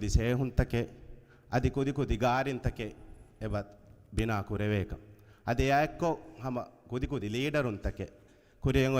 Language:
Divehi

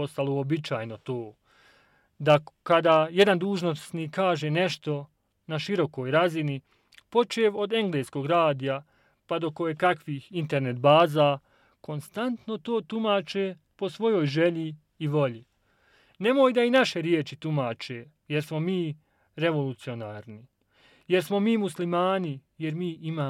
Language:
Bosnian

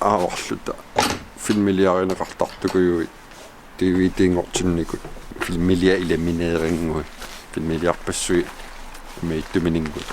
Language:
Kalaallisut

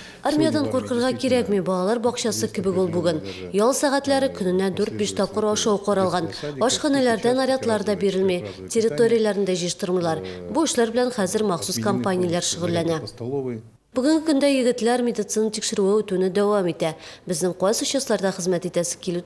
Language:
Tatar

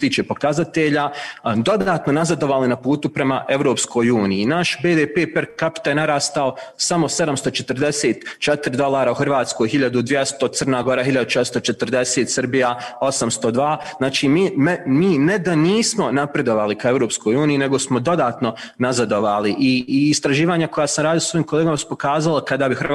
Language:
Bosnian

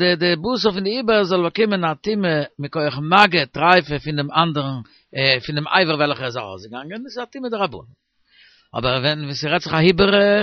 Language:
Yiddish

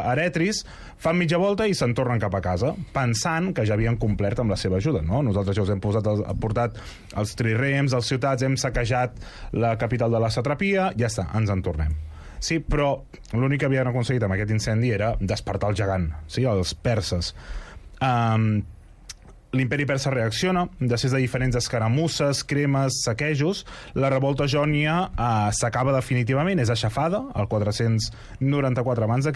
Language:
Catalan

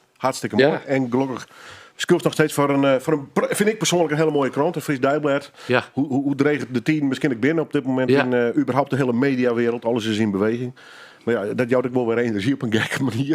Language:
Western Frisian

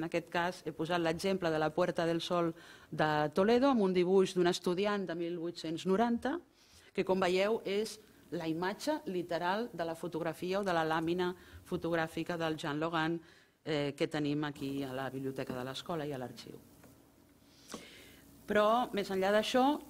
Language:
Catalan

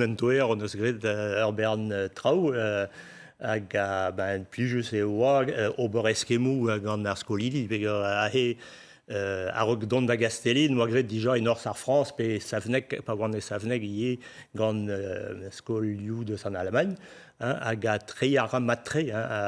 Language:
Breton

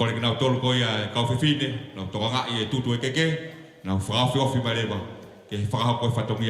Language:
Tongan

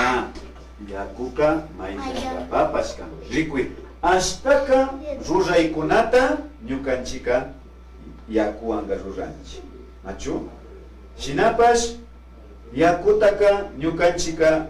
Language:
Imbabura Highland Quichua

